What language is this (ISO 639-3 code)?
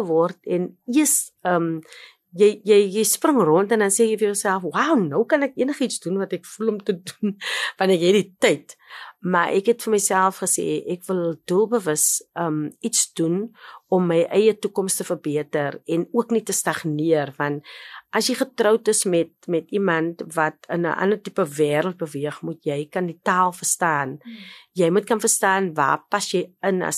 afr